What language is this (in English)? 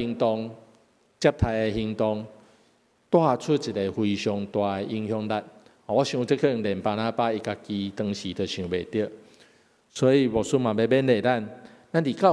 Min Nan Chinese